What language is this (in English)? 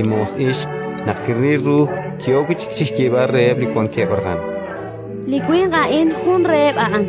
Kekchí